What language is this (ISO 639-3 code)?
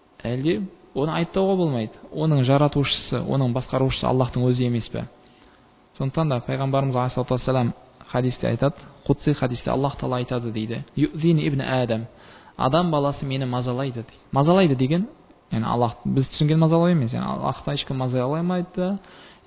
kaz